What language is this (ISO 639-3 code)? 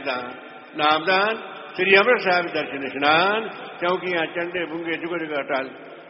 pan